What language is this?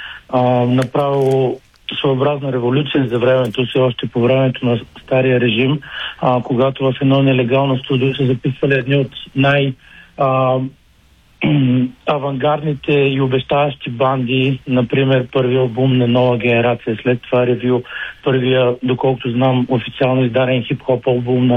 Bulgarian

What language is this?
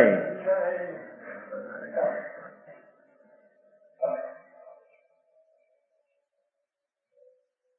Gujarati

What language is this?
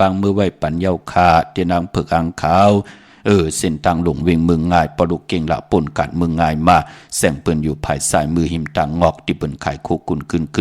Shan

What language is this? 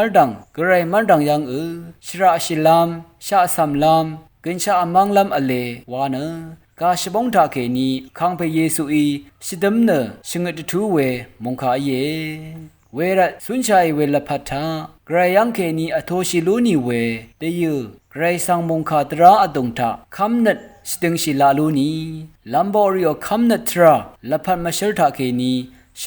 Rawang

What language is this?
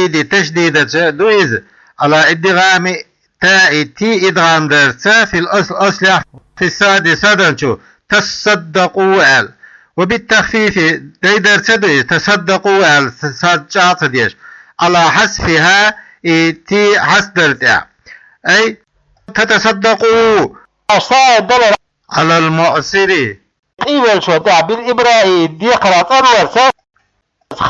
Chechen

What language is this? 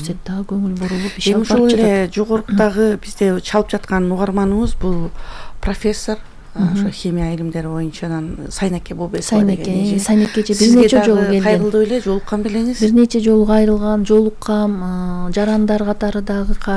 Kyrgyz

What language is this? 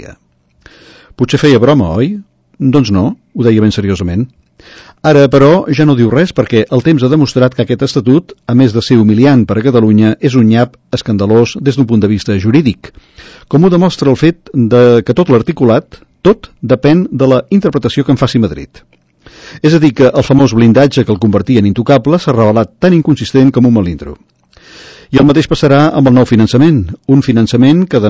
Catalan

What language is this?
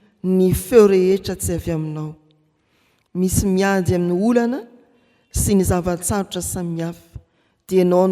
Malagasy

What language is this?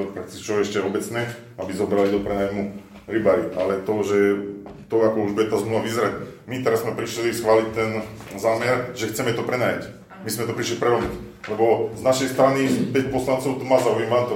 Slovak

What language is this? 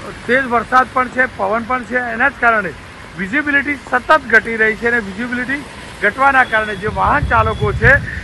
Gujarati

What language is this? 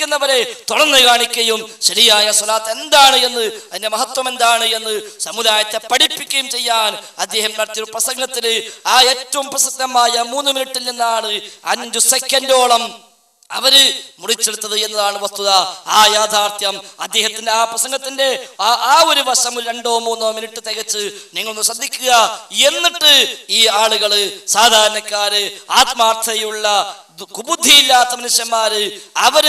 Malayalam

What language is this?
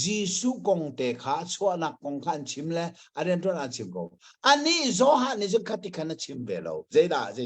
Hakha Chin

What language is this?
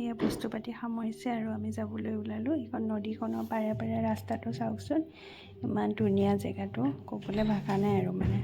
Assamese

